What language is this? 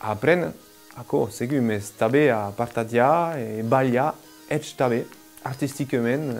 Occitan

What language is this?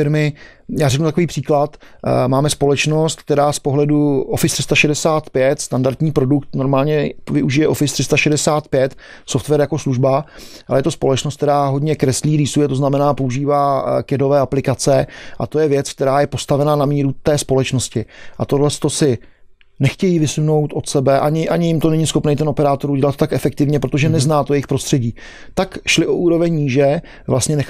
Czech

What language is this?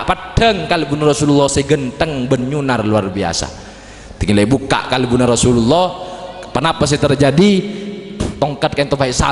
Madurese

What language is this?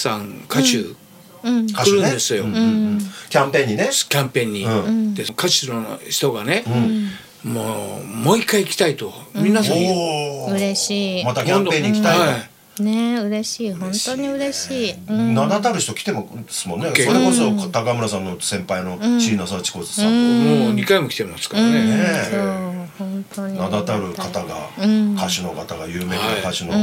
Japanese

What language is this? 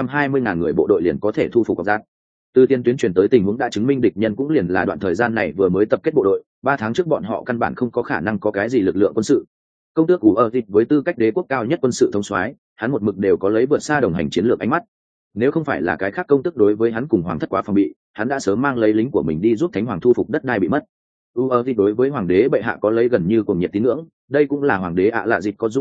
Vietnamese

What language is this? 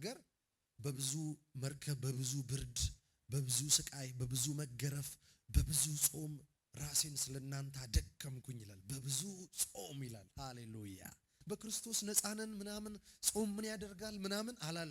Amharic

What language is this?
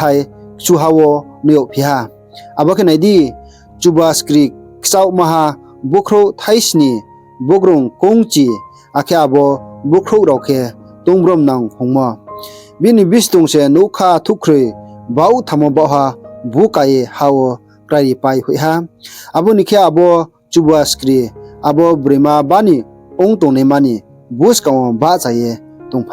Riang (India)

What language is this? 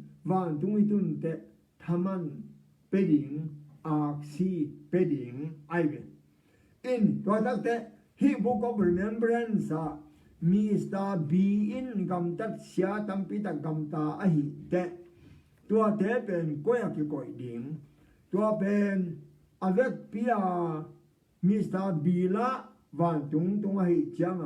Tedim Chin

